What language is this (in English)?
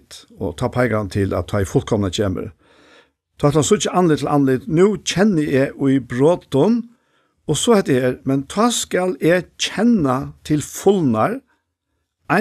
Faroese